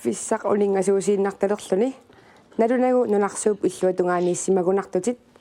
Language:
Kalaallisut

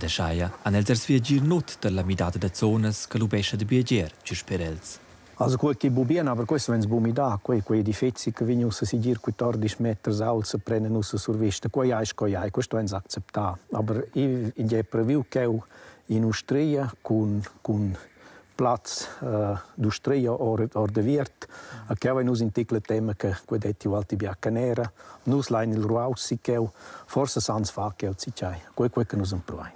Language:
Romansh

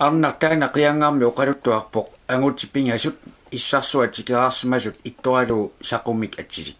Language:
Kalaallisut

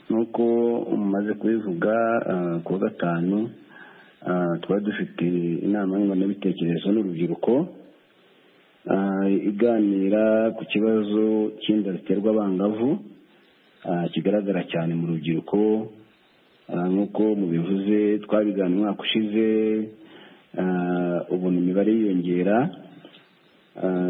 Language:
Kinyarwanda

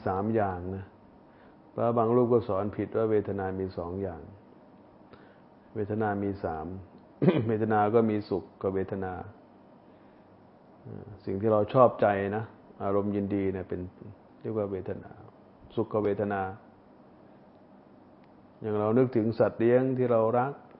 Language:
Thai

